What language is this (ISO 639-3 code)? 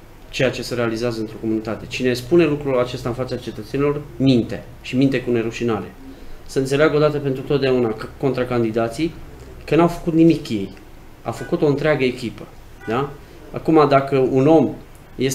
ron